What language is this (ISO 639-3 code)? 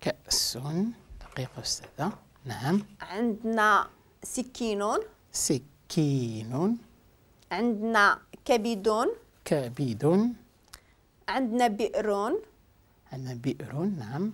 ary